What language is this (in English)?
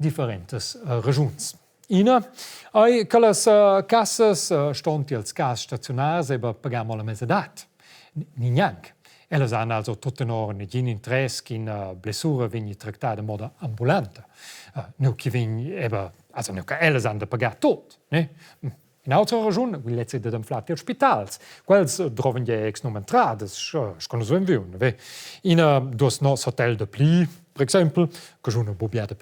Romansh